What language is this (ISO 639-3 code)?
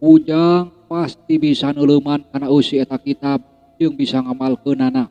sun